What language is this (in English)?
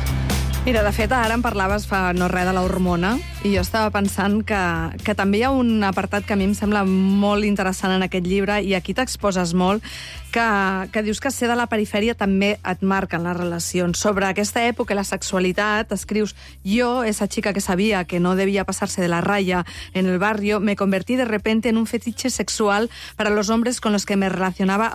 Catalan